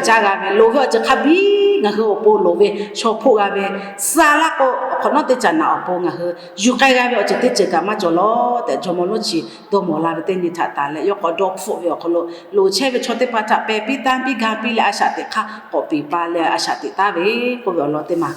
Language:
Lahu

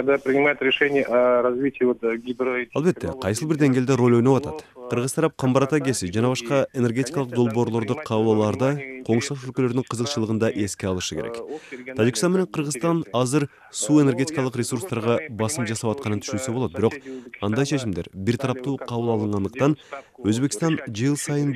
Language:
Kyrgyz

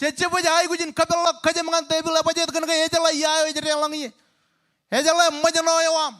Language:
Marshallese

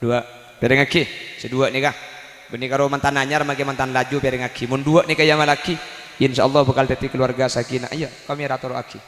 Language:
Madurese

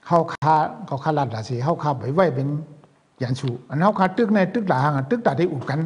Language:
Shan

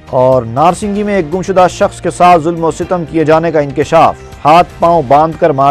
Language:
Urdu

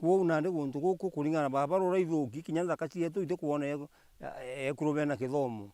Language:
Meru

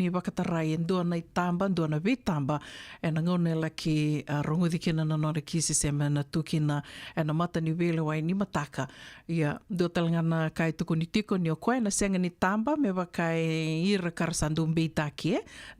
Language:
Fijian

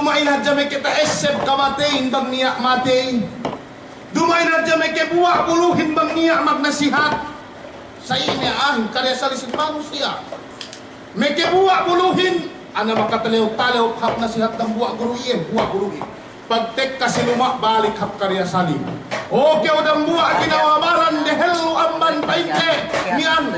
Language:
Yakan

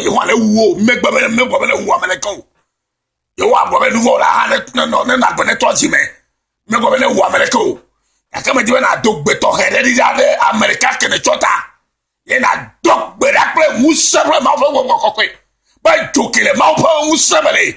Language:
Ewe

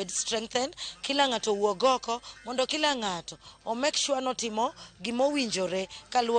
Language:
Luo (Kenya and Tanzania)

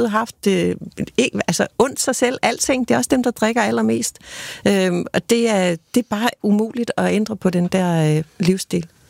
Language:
Danish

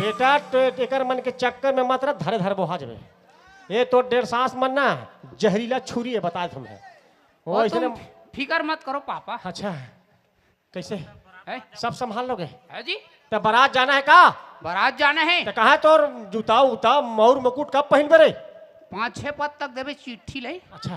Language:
Chhattisgarhi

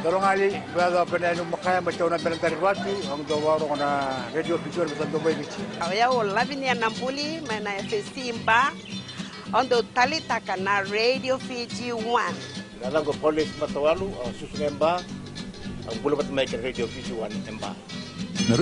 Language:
Fijian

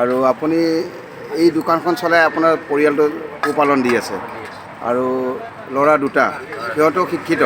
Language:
Assamese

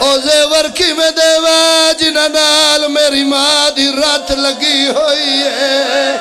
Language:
Pahari-Potwari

